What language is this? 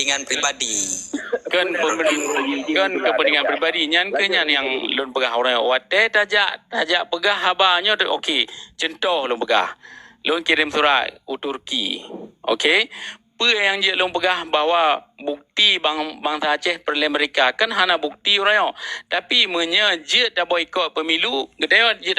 Achinese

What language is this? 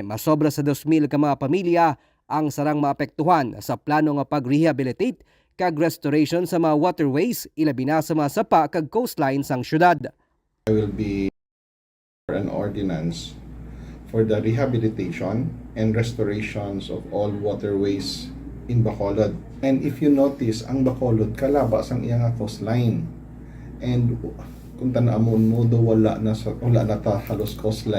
Hiligaynon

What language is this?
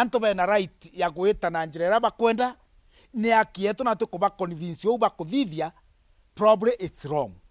Meru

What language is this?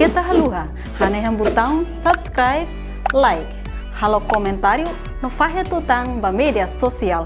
Tetum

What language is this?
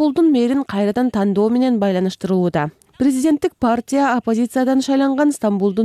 Kyrgyz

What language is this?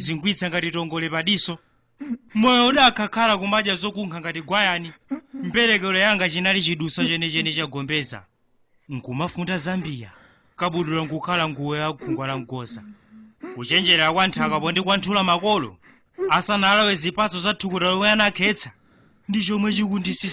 Nyanja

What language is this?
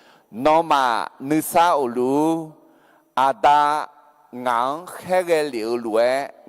Akha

